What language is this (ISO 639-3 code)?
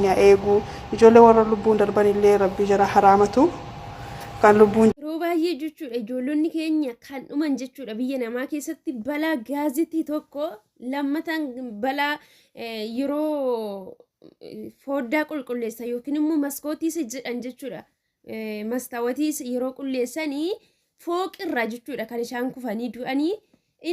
orm